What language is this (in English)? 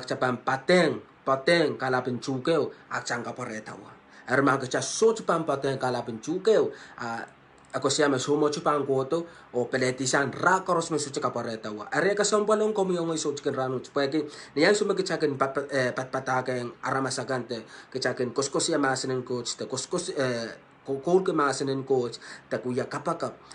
Pohnpeian